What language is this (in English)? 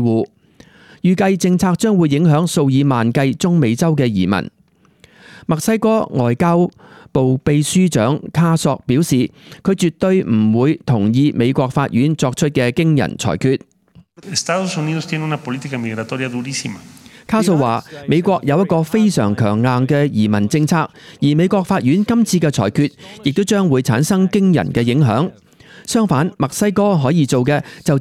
Cantonese